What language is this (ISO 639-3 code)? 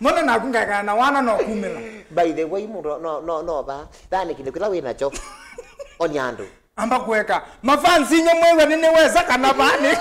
kam